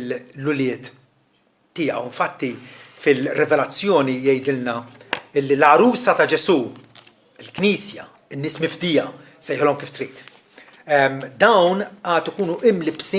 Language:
Maltese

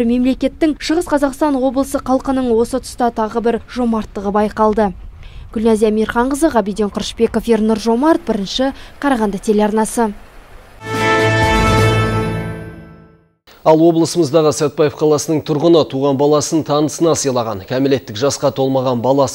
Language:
Kazakh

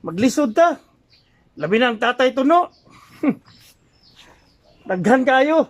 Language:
Cebuano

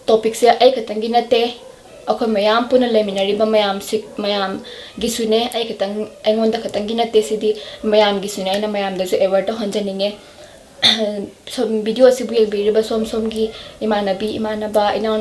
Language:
Manipuri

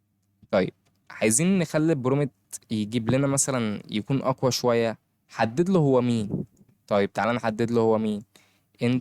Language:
Egyptian Arabic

